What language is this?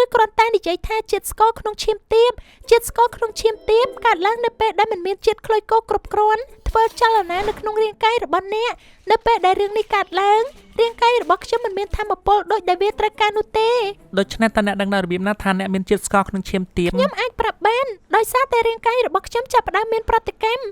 Khmer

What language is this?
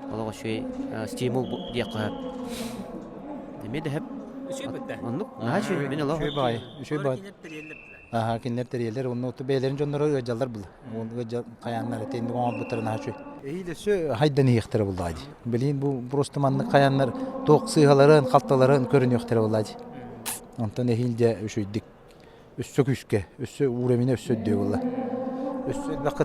Yakut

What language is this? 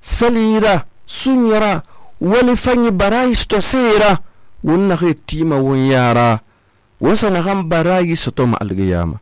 Susu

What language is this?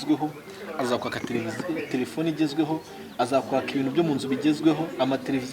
Kinyarwanda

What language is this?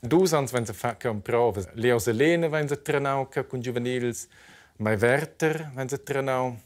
Romansh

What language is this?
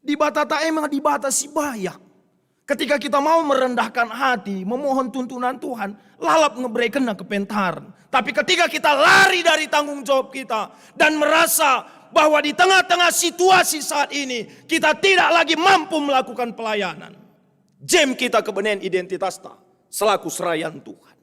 Batak Karo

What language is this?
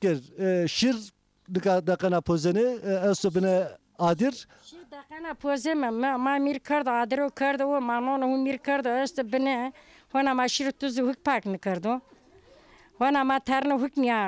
Zaza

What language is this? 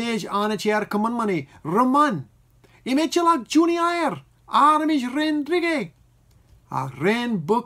Marshallese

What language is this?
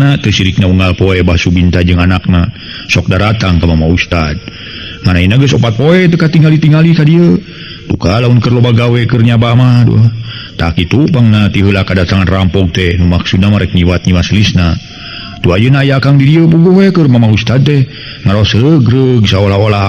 Sundanese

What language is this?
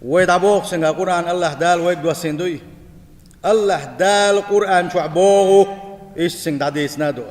Chechen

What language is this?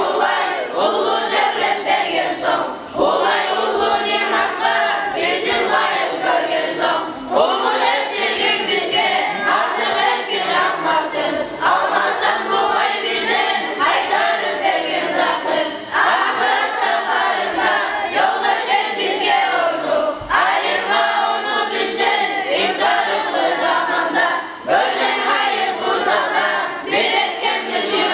Kumyk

